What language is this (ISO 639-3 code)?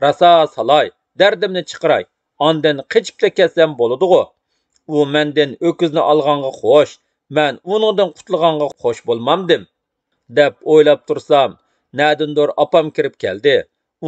uig